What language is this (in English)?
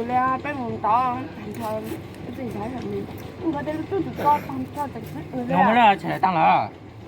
Hmong